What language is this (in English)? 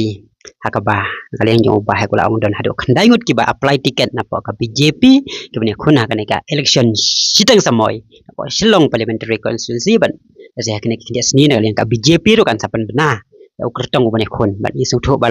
Khasi